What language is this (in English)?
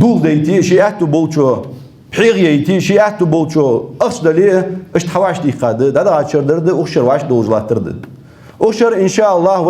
Ingush